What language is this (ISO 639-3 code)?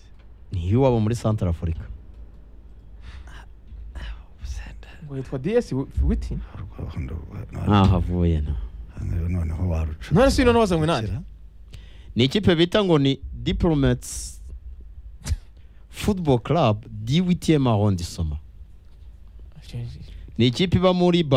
kin